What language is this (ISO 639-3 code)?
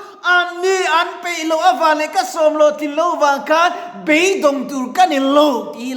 lus